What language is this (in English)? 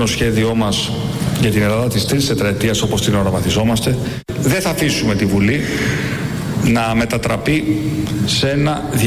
Greek